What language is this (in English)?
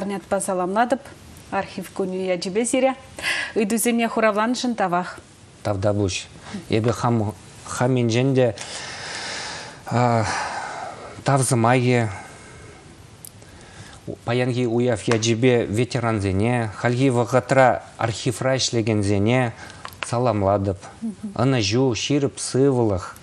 Chuvash